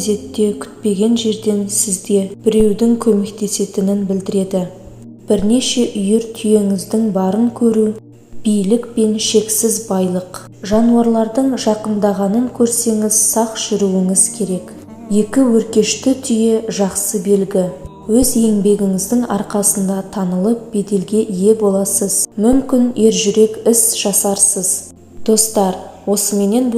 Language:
Kazakh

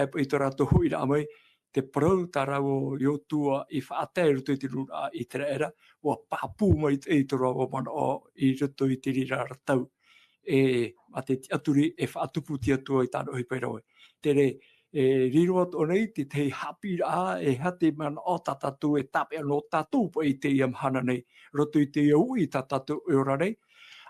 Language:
Tahitian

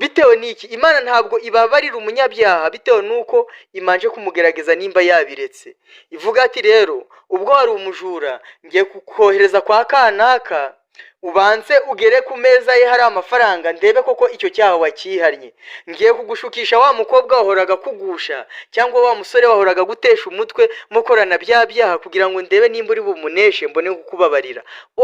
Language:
Kinyarwanda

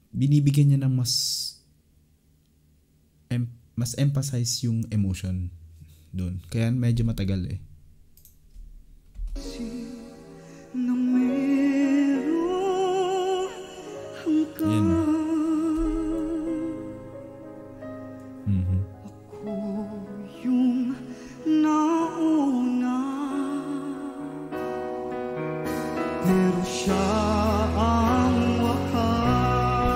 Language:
Filipino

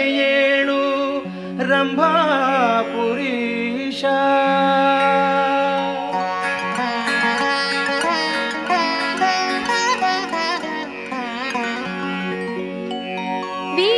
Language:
Kannada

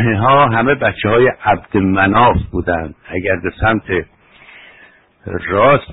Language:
Persian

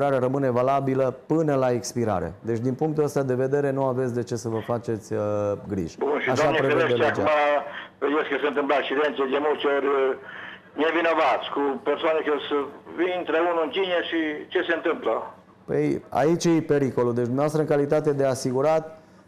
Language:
Romanian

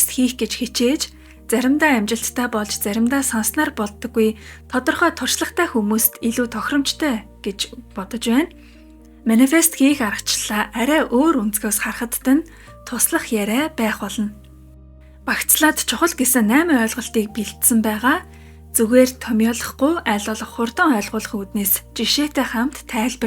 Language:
Mongolian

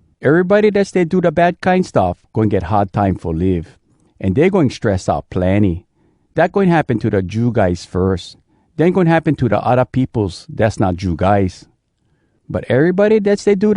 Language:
Hawai'i Creole English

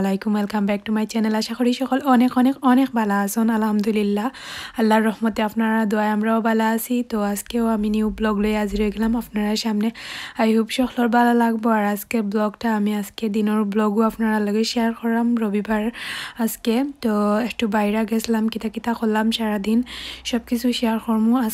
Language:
Sylheti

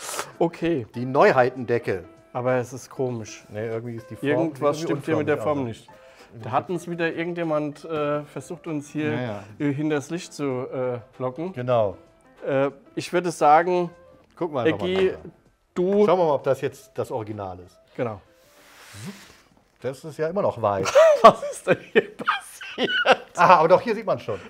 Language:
German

